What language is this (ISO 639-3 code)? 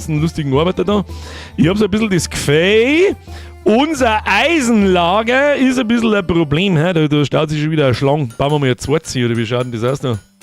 bar